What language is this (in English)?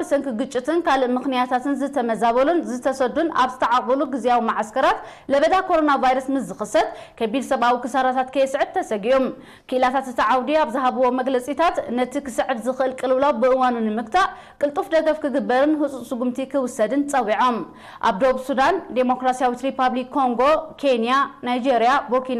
Tigrinya